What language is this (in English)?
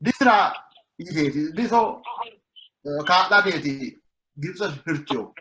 Sidamo